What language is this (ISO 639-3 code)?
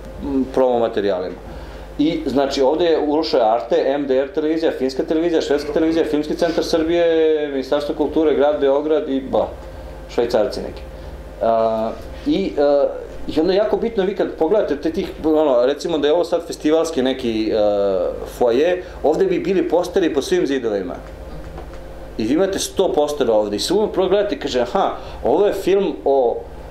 srp